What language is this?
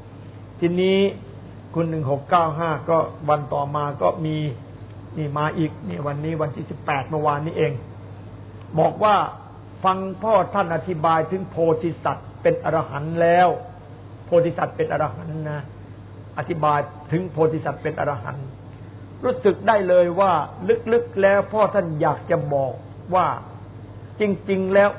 Thai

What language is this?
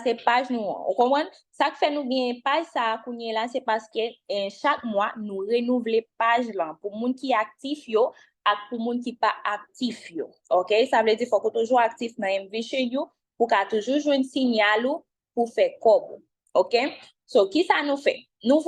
Haitian Creole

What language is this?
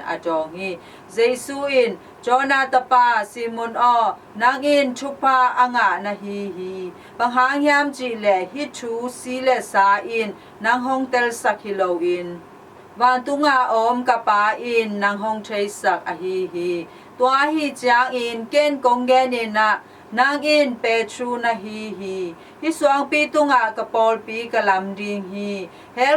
Tedim Chin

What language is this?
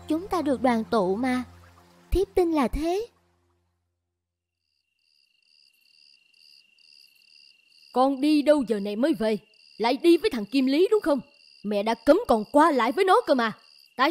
Vietnamese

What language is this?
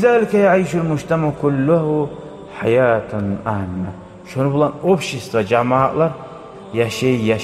Kumyk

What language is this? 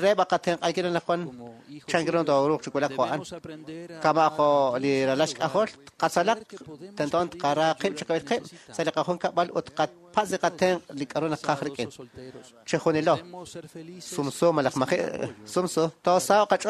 Kekchí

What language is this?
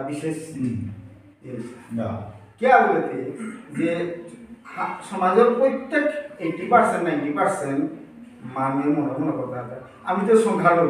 Bishnupriya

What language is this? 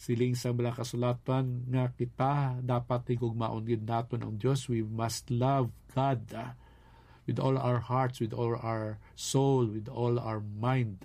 Hiligaynon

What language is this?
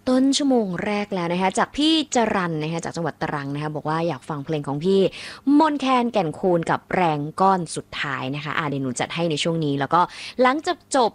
Thai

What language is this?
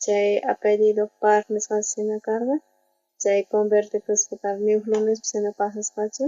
South Bolivian Quechua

